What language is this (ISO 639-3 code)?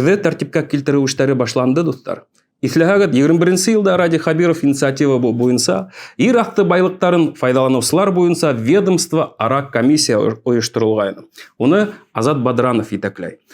bak